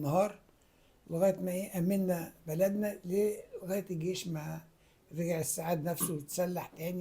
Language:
Egyptian Arabic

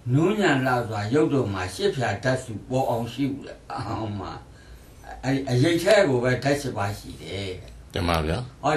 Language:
Burmese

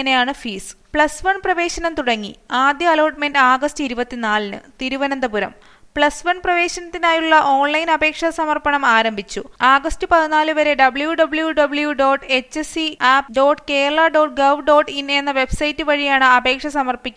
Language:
Malayalam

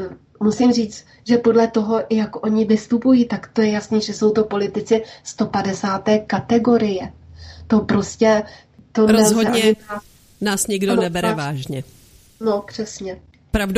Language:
Czech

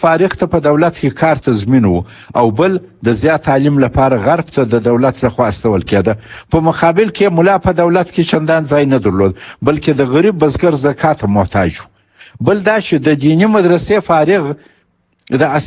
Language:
Pashto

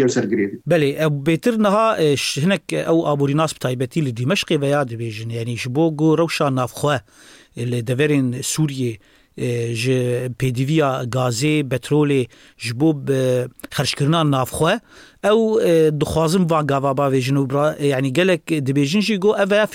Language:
Kurdish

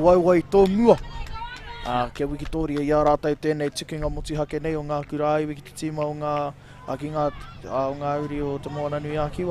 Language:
Māori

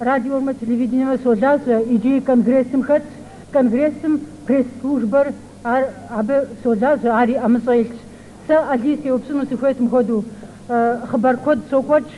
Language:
Kabardian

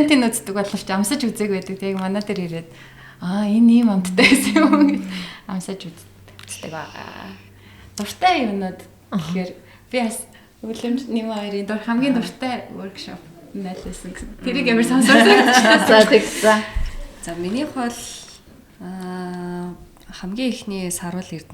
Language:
Mongolian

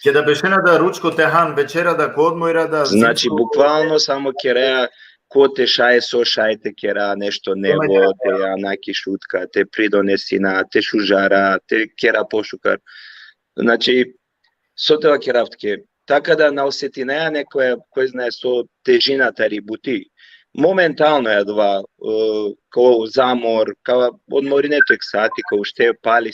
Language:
Balkan Romani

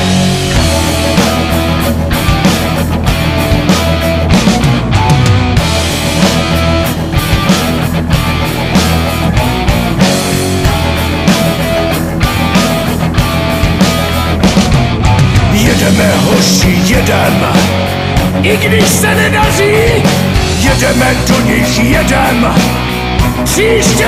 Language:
Czech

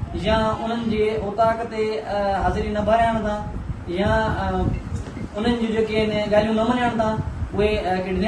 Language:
Sindhi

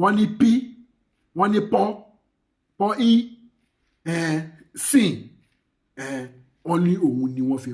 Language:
Yoruba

